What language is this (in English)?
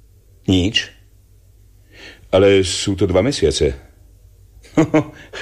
Slovak